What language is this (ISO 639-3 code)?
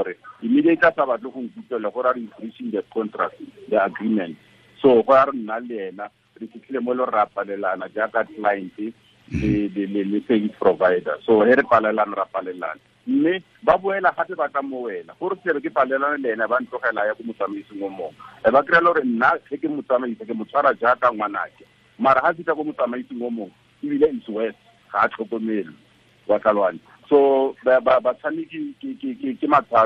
tsn